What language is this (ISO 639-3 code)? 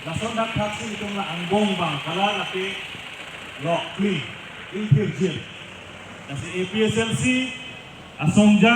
mjw